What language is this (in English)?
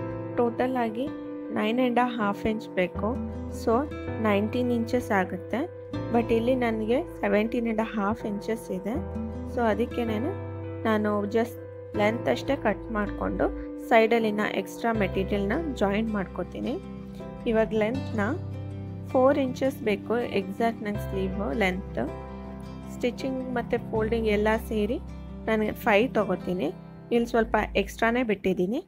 Kannada